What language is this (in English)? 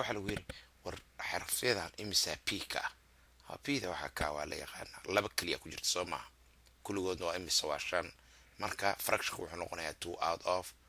Somali